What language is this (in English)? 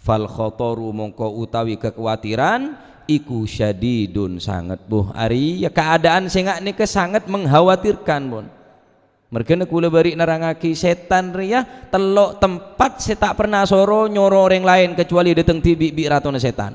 Madurese